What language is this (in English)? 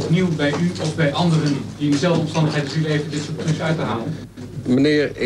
Dutch